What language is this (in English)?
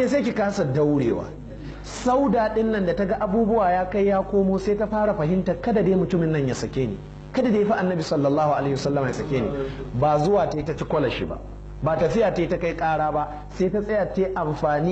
Hausa